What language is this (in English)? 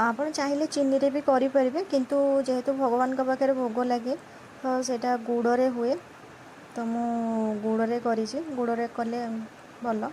Odia